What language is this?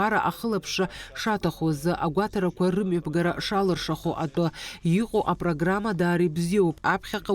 Abkhazian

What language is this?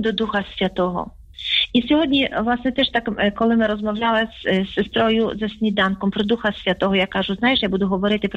Ukrainian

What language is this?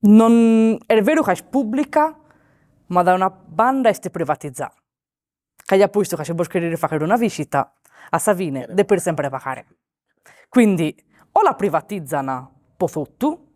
Sardinian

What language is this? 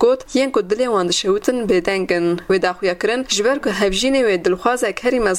Kurdish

